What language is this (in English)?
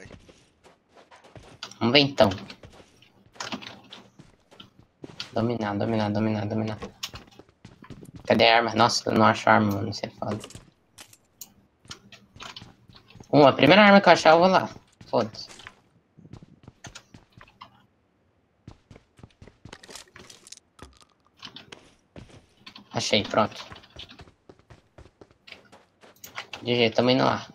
Portuguese